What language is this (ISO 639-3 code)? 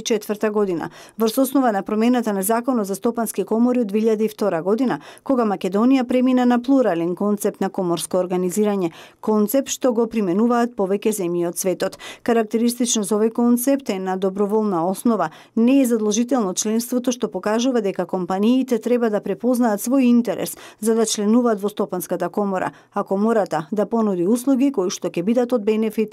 mkd